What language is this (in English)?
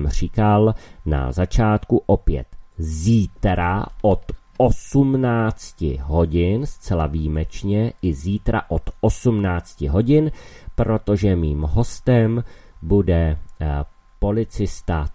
Czech